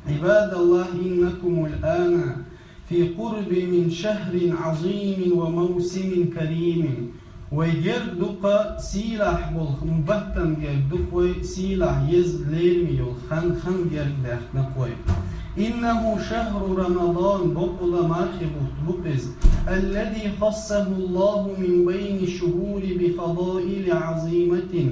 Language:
Chechen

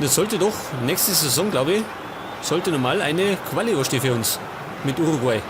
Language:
Bavarian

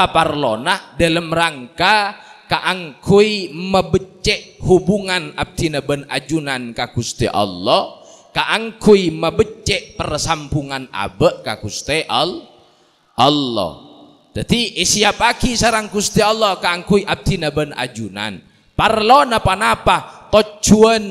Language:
Madurese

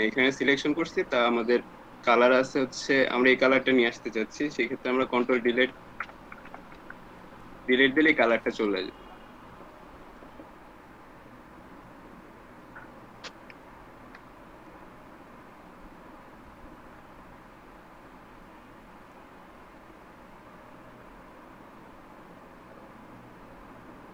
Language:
Bangla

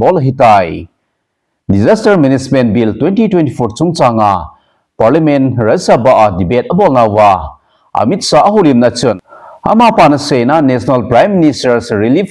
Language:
Thado Chin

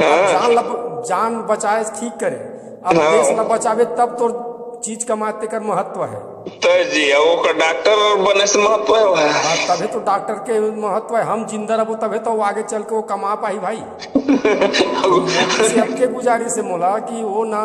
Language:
Chhattisgarhi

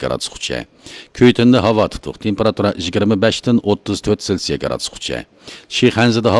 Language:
Uyghur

